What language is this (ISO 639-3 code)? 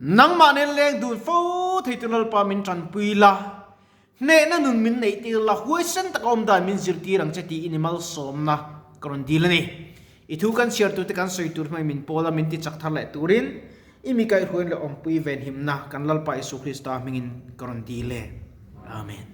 lus